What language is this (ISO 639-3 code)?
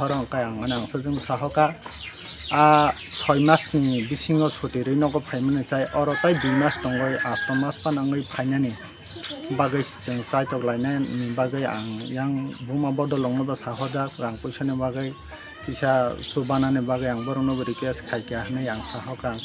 trp